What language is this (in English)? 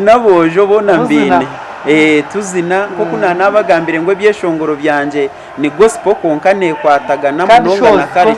Nyankole